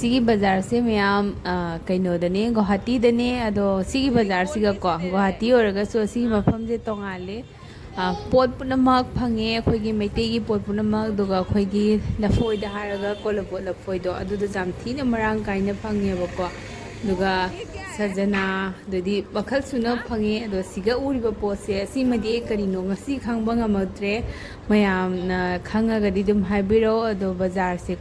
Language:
Manipuri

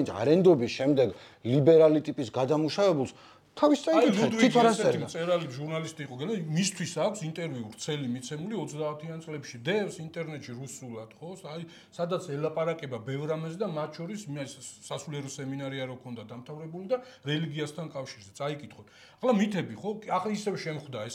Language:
Georgian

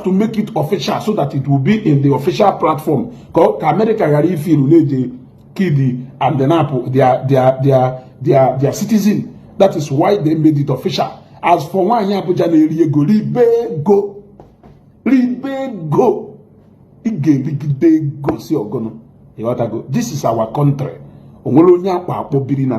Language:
Igbo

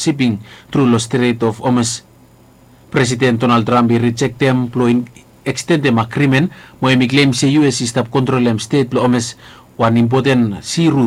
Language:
Bislama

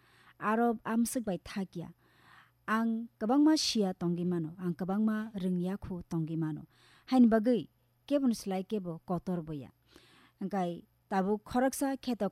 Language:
Kok Borok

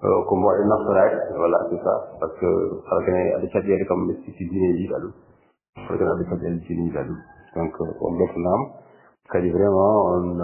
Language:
Fula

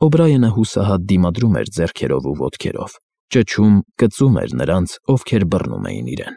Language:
Armenian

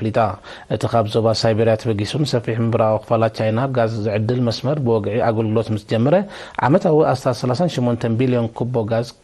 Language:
Tigrinya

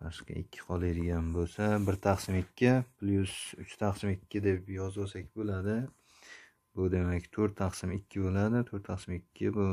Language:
Uzbek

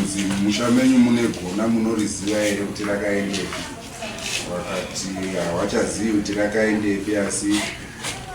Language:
Shona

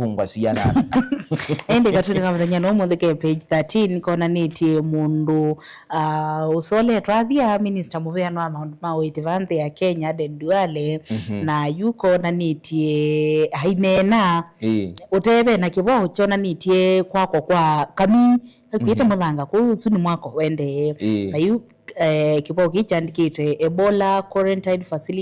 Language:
Kamba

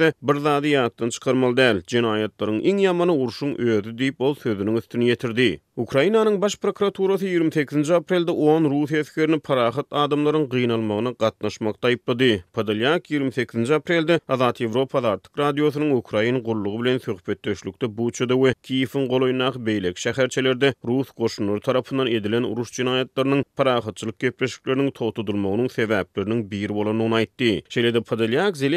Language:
Turkmen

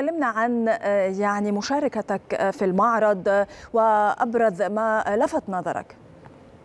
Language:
Arabic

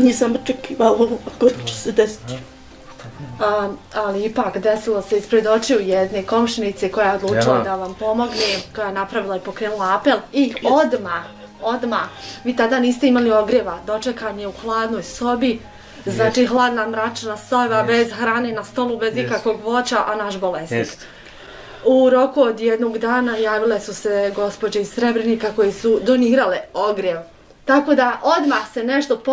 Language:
Bosnian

